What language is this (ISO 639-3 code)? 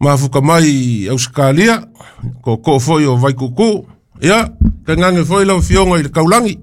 smo